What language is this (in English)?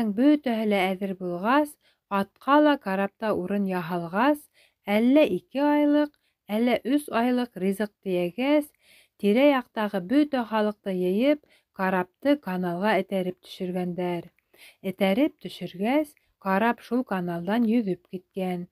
Bashkir